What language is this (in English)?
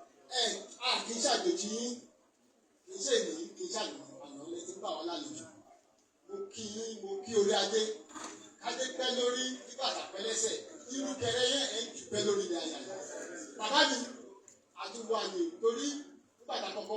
Yoruba